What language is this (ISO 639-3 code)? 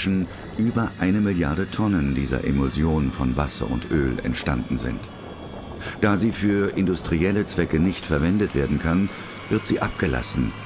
deu